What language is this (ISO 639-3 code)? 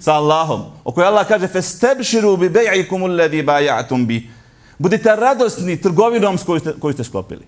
bos